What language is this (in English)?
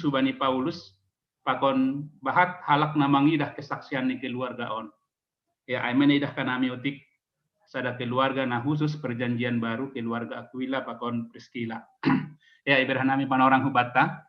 Batak Simalungun